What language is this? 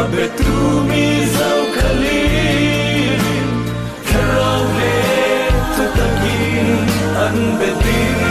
Falam Chin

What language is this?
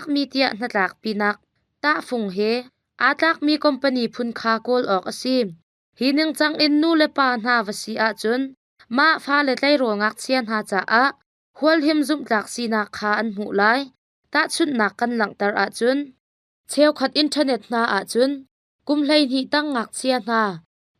Hakha Chin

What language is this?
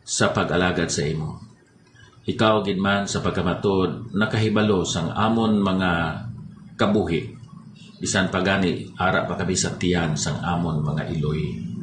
Hiligaynon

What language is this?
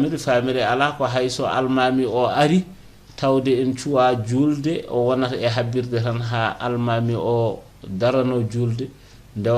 Fula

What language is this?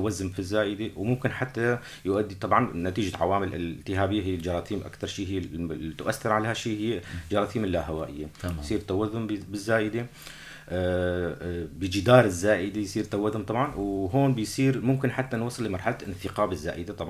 North Levantine Arabic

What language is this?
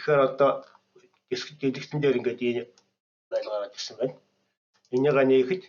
Mongolian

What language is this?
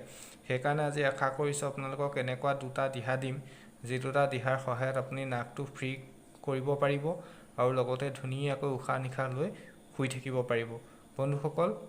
Assamese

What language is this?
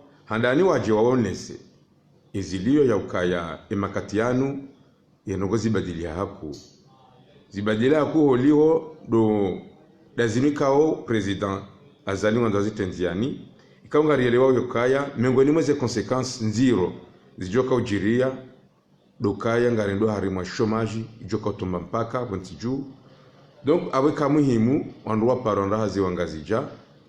Ngazidja Comorian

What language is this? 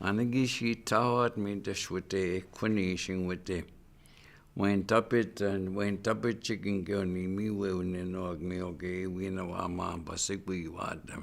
Chippewa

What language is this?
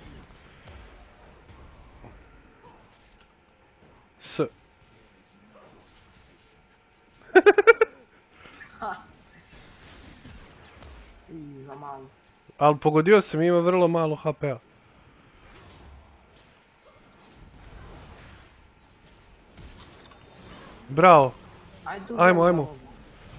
Croatian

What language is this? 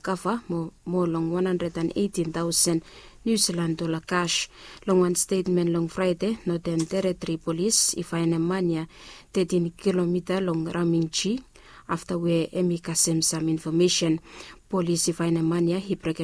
Bislama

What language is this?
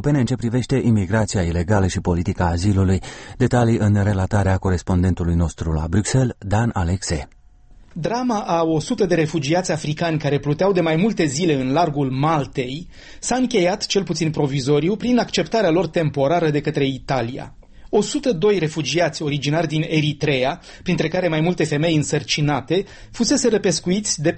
Romanian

